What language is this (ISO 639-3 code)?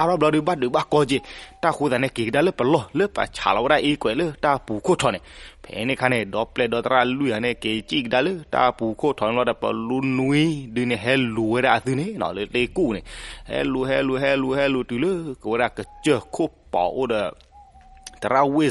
ksw